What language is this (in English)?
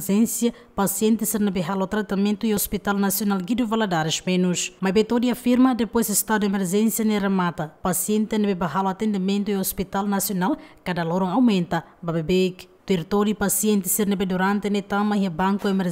Tetum